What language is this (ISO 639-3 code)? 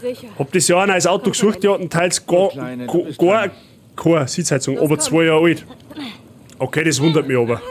bar